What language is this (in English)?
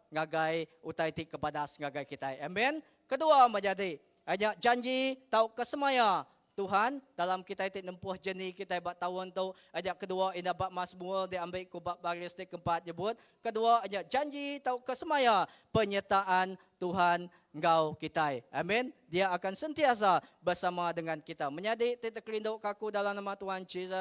Iban